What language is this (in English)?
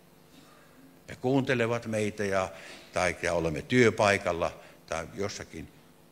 Finnish